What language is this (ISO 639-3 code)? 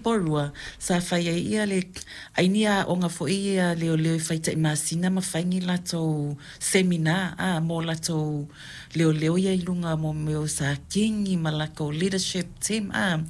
smo